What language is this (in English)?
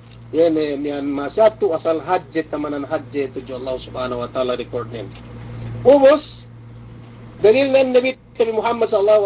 Yakan